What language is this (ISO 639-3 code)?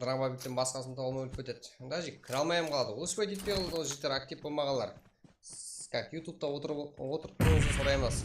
kaa